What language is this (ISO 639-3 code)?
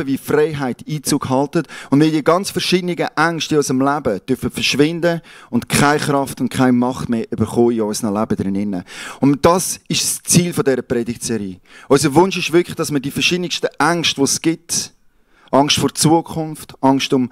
gsw